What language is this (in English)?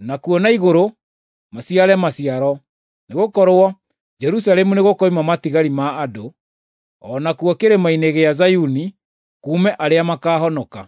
Kikuyu